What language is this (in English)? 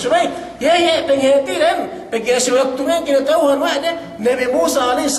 Yakan